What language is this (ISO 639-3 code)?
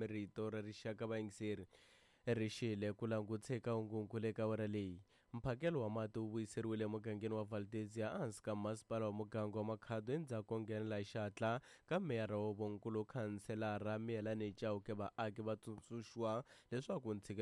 tso